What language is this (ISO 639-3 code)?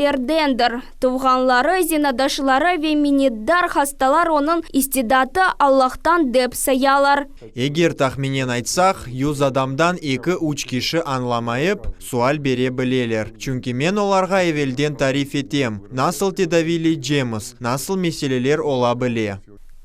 crh